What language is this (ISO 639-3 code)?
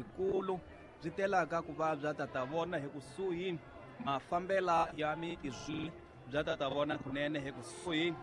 tso